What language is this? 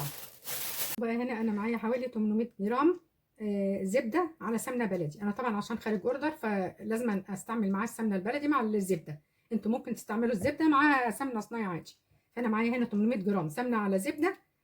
Egyptian Arabic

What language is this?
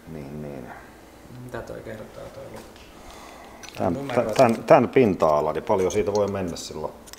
Finnish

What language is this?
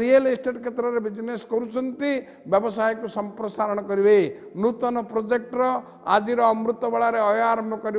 Odia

